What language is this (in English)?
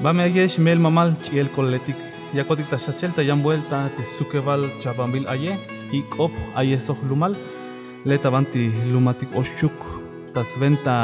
Tzeltal